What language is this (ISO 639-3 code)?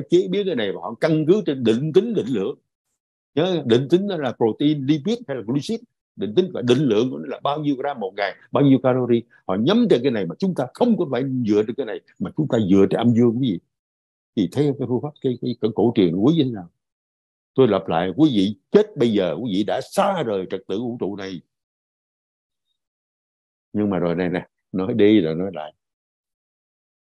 vie